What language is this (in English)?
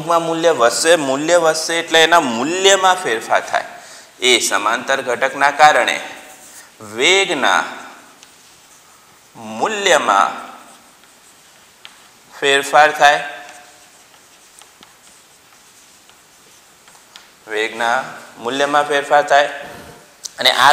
Gujarati